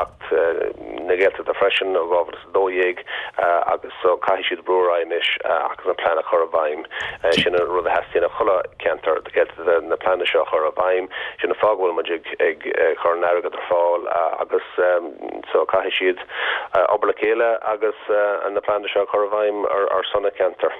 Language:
Irish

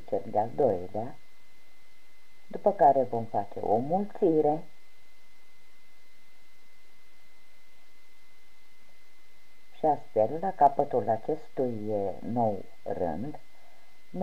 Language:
Romanian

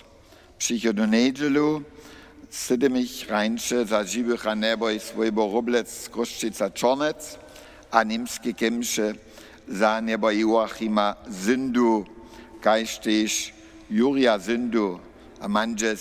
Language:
Upper Sorbian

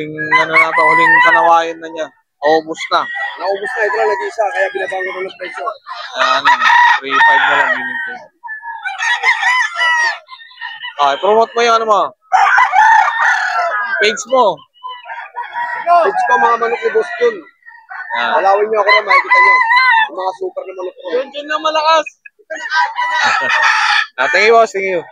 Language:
Filipino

